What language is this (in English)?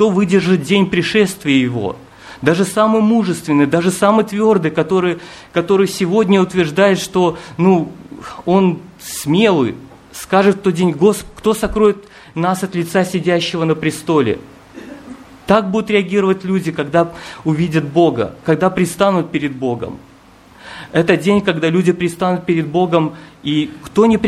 Russian